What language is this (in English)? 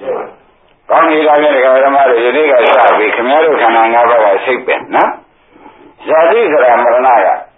Burmese